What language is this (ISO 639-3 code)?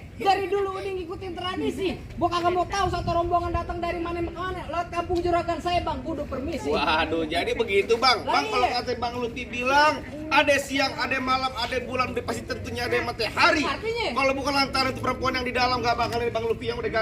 bew